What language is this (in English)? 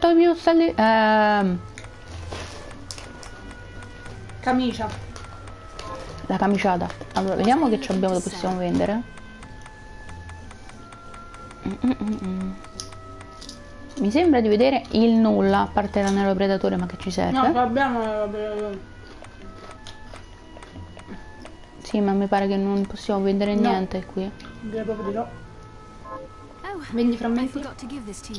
Italian